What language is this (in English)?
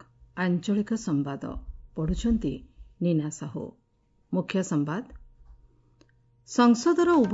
Odia